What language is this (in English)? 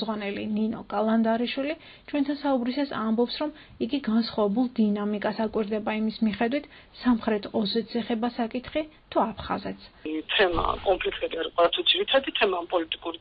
Georgian